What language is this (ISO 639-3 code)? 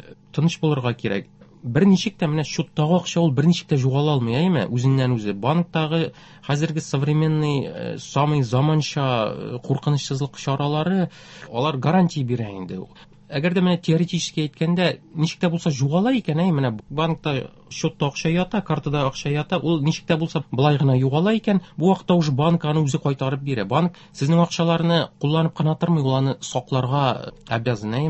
tat